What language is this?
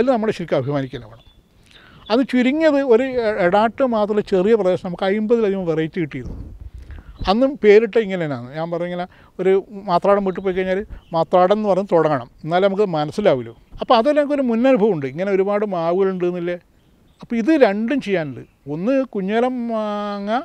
Malayalam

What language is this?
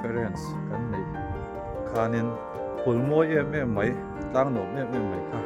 Mizo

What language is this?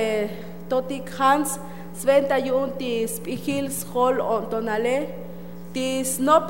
Tzotzil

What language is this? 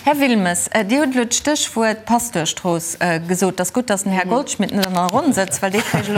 Luxembourgish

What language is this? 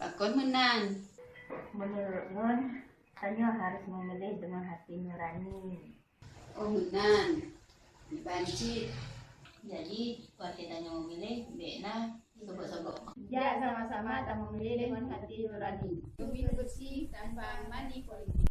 Achinese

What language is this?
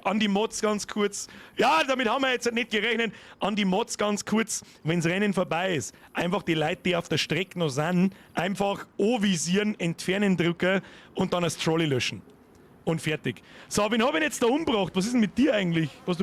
Bavarian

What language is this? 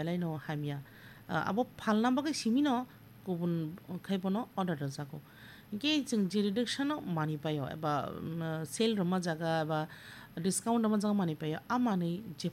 Kok Borok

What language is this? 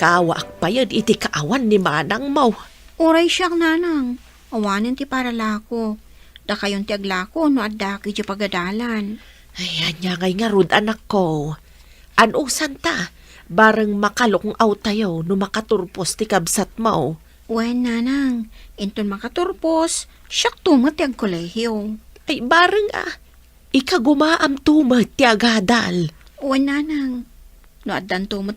Iloko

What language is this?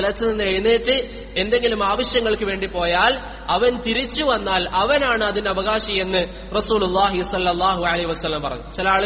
Malayalam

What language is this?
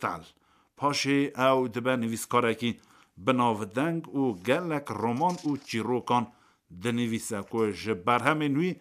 Kurdish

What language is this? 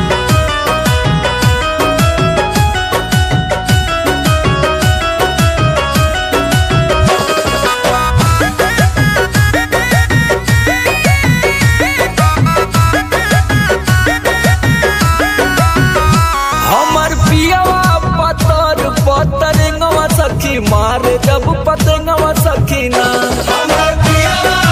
Bhojpuri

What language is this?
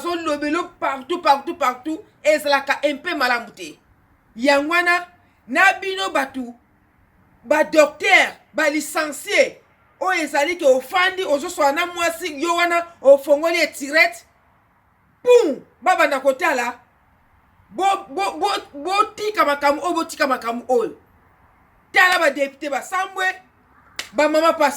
Lingala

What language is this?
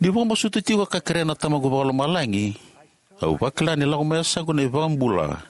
Fijian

